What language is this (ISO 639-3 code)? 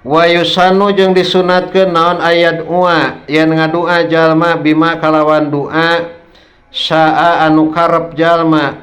sun